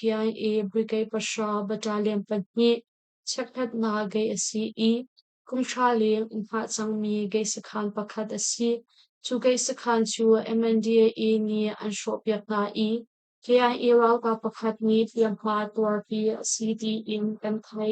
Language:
Hakha Chin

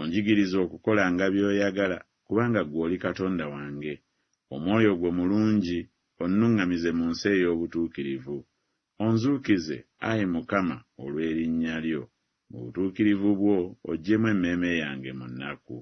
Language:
Ganda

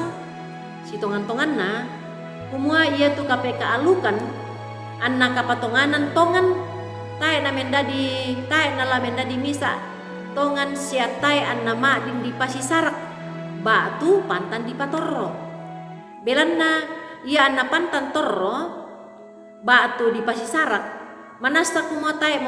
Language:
Toraja-Sa'dan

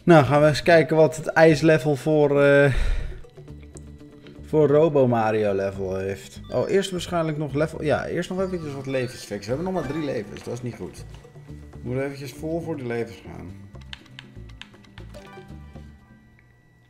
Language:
Dutch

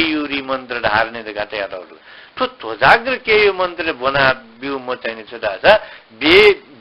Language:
Newari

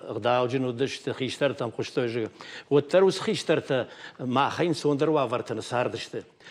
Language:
Ossetic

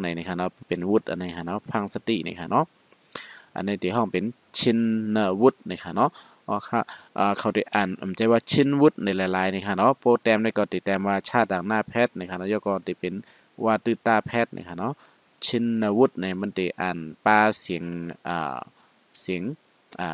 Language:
Shan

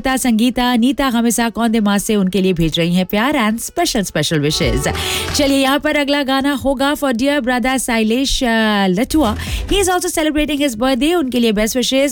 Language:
Hindi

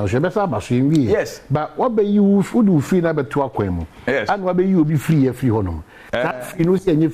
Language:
Akan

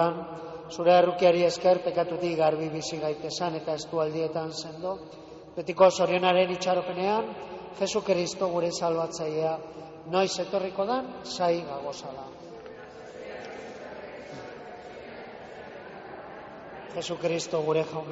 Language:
Basque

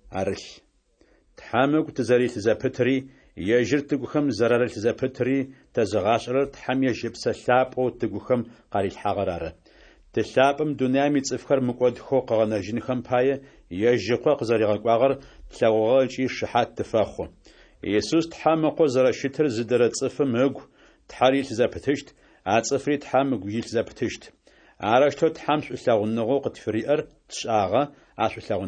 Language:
Adyghe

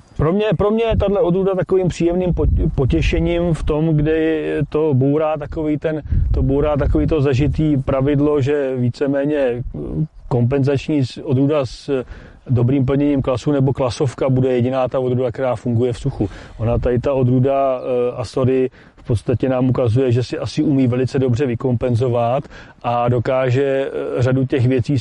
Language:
Czech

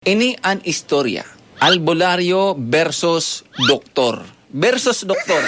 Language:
Bikol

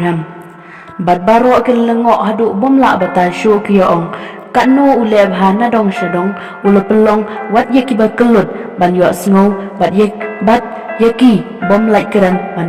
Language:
Khasi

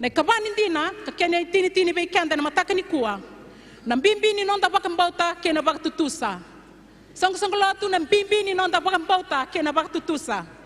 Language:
Fijian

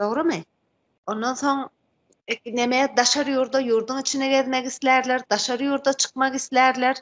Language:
Turkmen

